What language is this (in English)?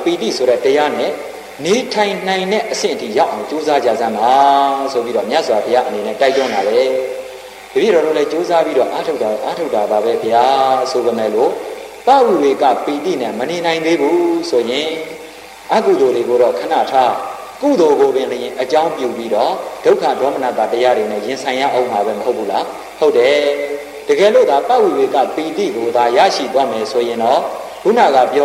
Burmese